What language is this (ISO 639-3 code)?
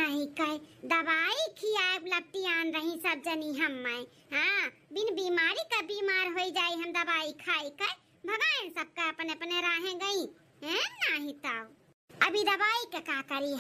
awa